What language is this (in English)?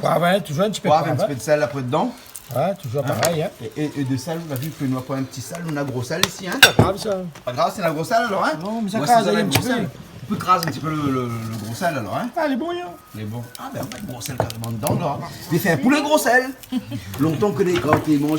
Réunion Creole French